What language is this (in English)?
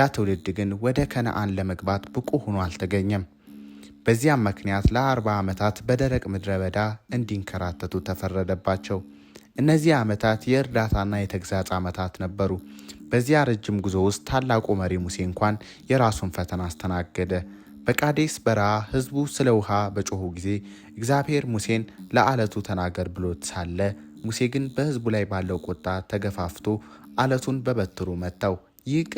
Amharic